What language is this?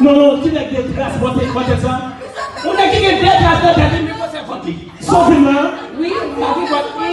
Haitian Creole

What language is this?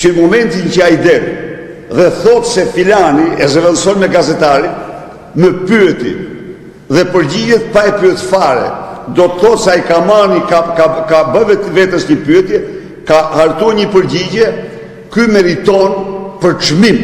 Albanian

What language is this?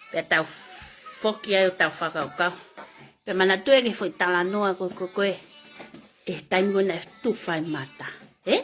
Tongan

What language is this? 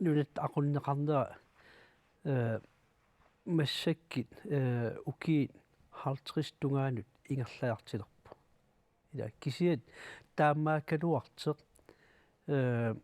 Kalaallisut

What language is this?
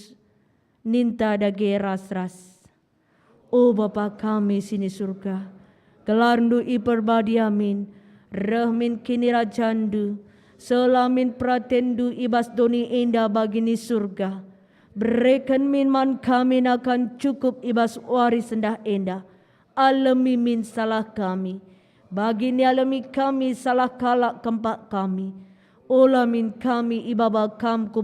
Batak Karo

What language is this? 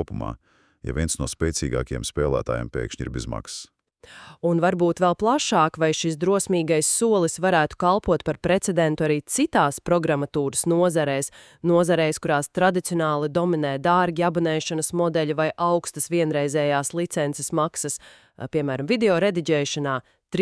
Latvian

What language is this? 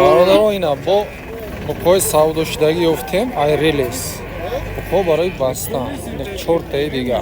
Tajik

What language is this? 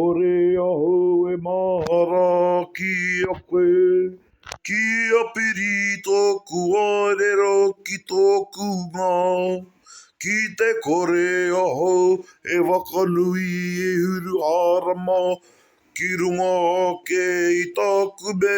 Māori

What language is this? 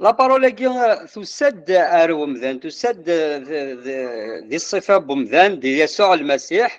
Kabyle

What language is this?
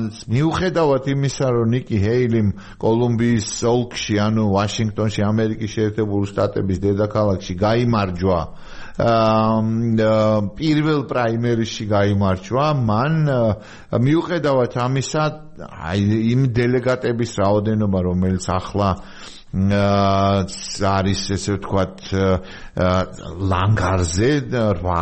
Georgian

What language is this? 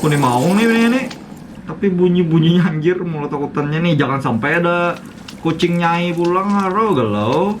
Banjar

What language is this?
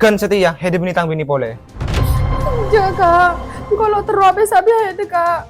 Madurese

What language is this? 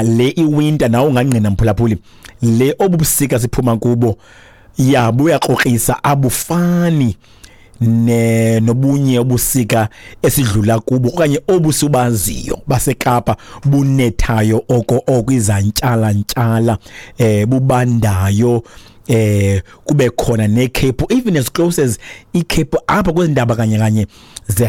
Xhosa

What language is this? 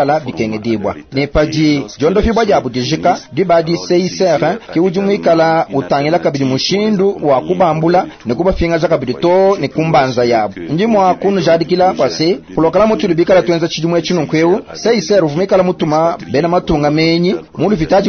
Luba-Lulua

